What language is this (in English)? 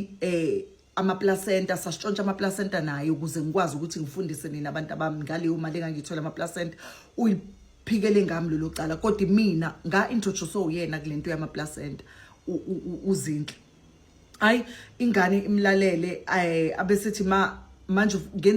Zulu